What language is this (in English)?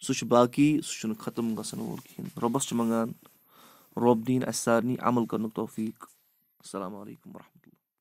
Kashmiri